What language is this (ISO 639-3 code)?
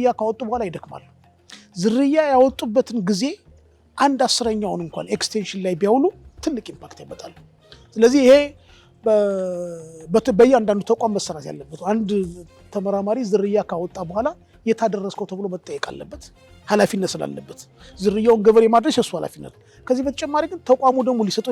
amh